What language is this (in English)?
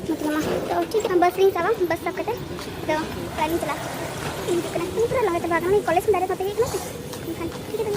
Santali